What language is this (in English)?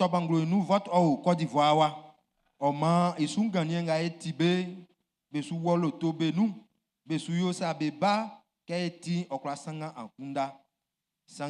Baoulé